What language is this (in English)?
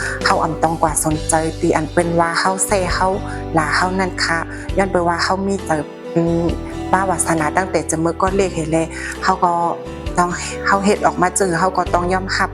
Shan